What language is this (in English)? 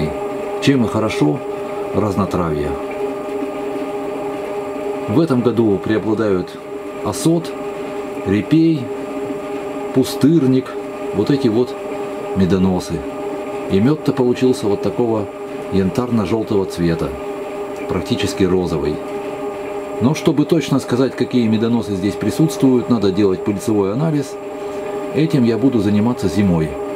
Russian